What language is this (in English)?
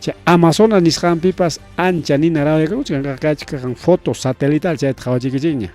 Ayacucho Quechua